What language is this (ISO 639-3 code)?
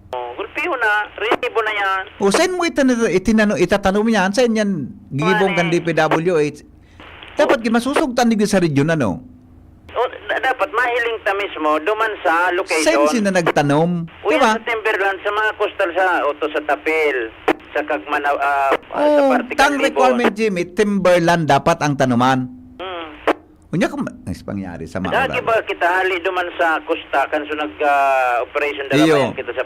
bik